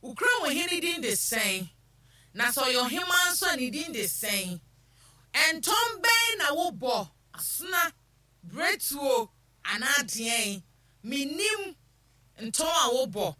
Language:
Akan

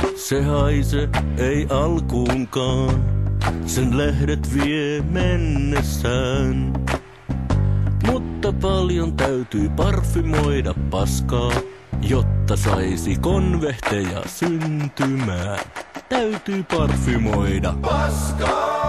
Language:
Finnish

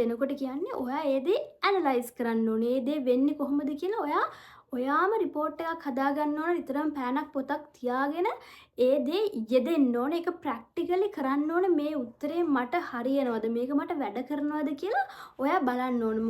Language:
Sinhala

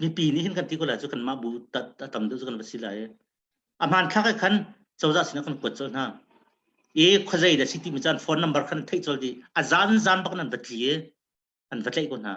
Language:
Hakha Chin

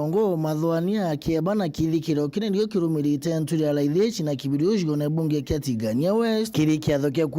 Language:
Meru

